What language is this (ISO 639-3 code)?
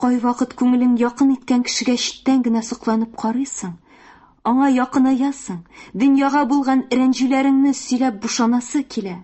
tat